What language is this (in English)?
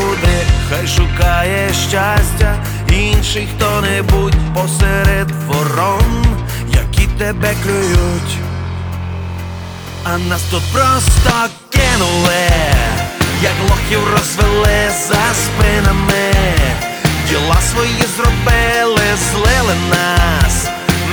Ukrainian